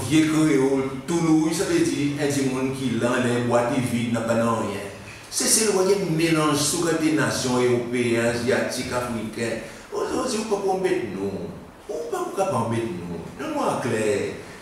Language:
Seselwa Creole French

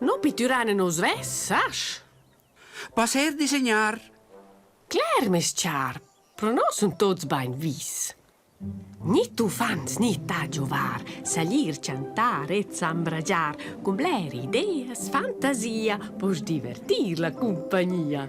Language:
Romansh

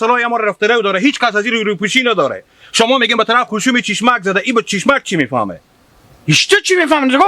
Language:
Hazaragi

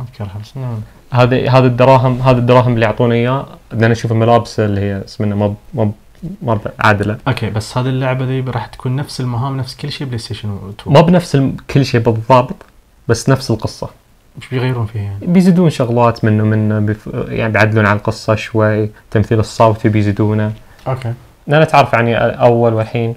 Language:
Najdi Arabic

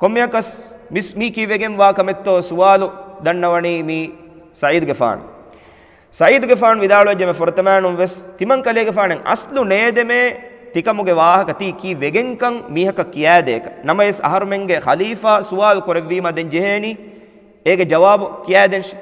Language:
Divehi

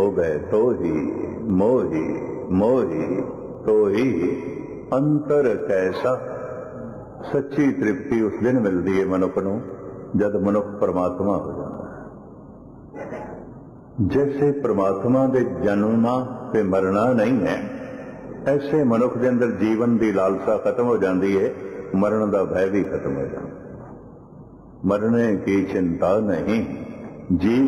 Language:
Punjabi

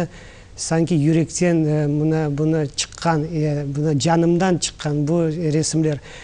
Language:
Crimean Tatar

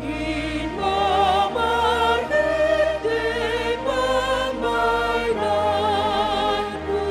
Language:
Batak Simalungun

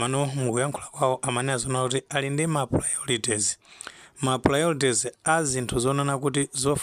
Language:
Nyanja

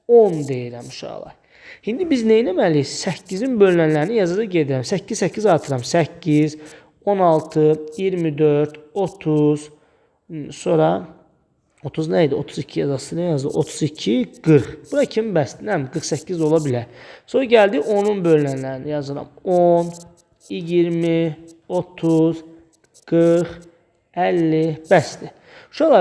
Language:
Azerbaijani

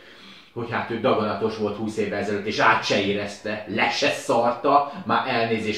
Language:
Hungarian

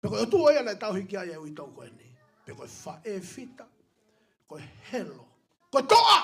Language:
Tongan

